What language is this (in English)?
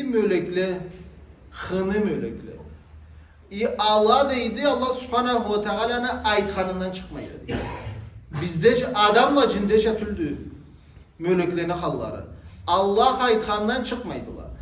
Karachay-Balkar